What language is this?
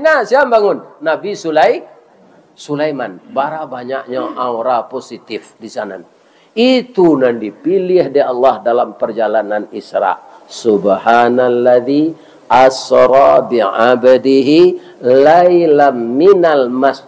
Minangkabau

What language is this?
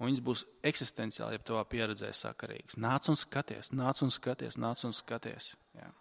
Latvian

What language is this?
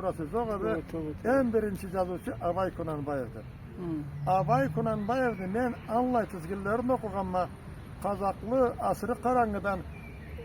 Karachay-Balkar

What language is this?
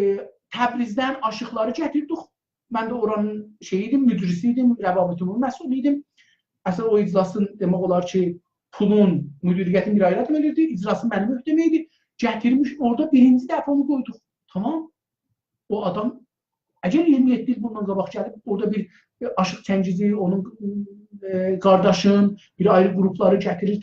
South Azerbaijani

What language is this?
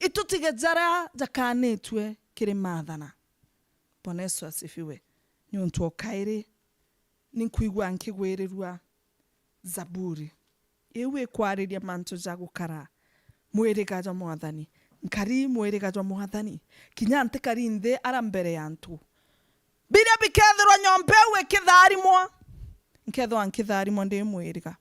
Meru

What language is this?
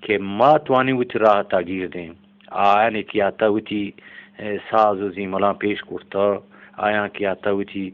Eastern Balochi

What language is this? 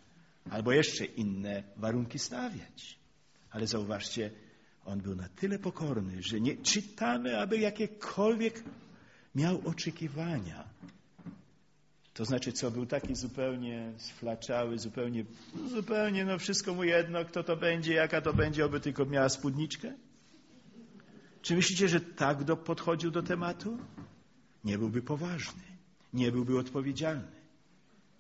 Polish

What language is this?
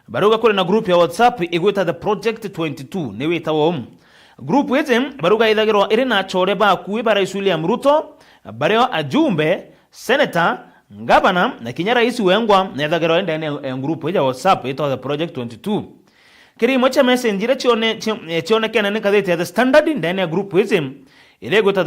Meru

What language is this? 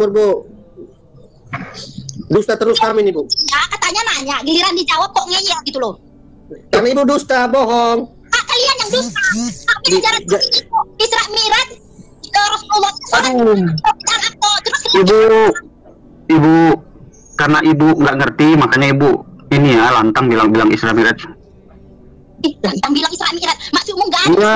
Indonesian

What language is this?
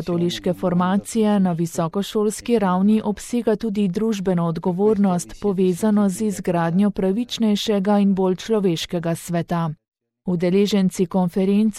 Slovenian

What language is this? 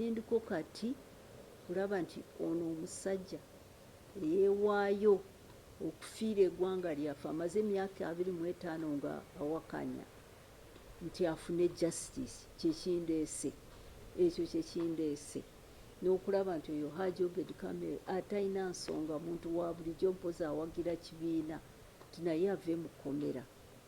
Ganda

